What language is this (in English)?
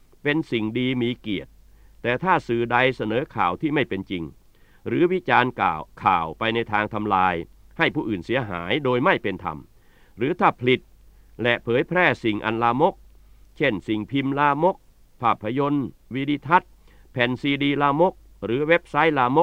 Thai